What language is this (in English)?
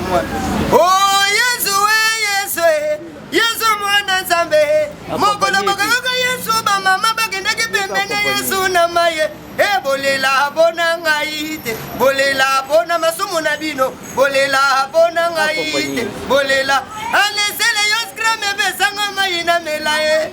Lingala